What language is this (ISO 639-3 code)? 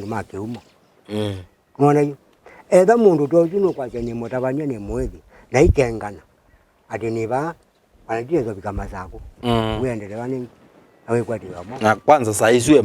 kam